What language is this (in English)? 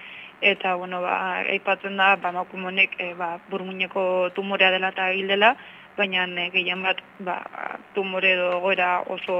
Basque